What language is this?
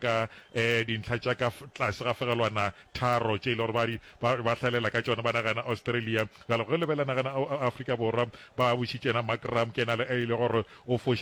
Northern Sotho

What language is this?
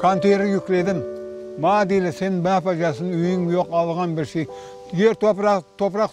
Crimean Tatar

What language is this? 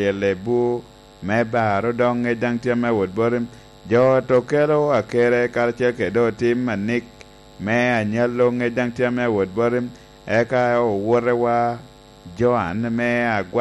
Lango (Uganda)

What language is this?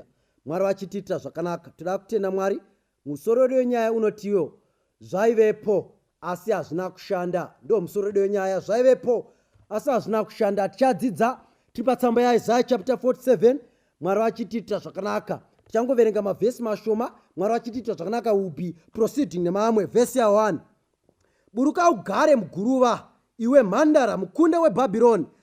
Shona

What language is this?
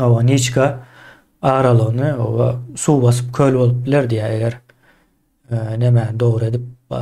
Turkmen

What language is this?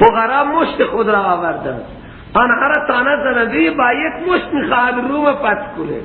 Persian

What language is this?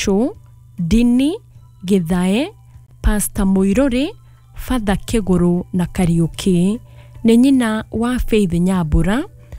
Kikuyu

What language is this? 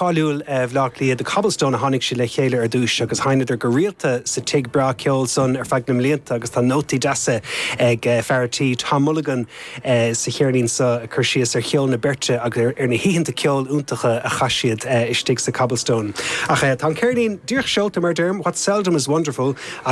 Irish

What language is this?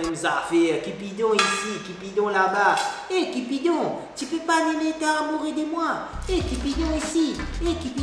Morisyen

